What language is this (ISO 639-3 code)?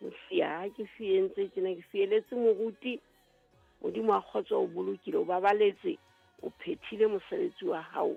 sot